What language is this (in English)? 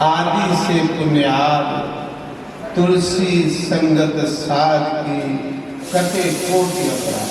Dogri